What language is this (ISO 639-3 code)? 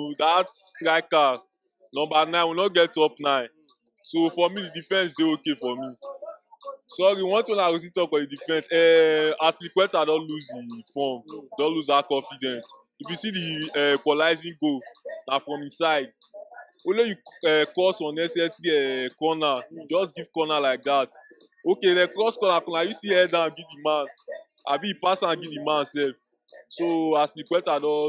pcm